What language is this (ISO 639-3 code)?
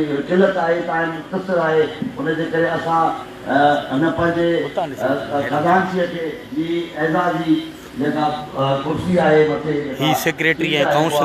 snd